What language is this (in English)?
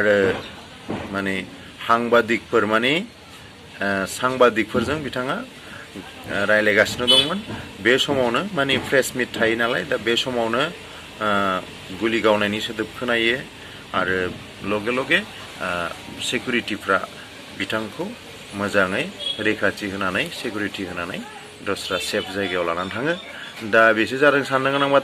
Bodo